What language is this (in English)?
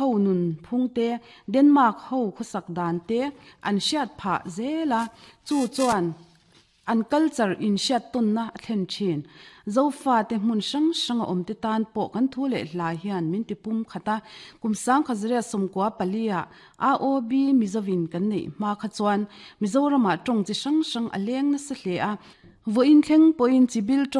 Mizo